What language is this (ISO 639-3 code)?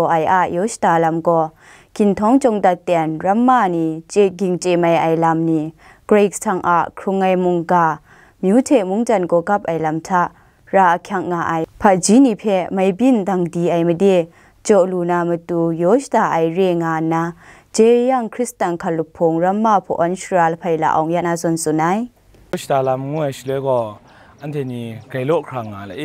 kac